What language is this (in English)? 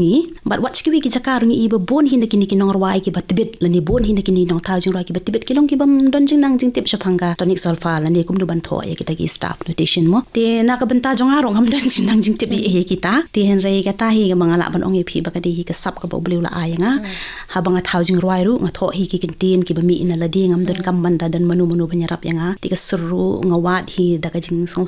Khasi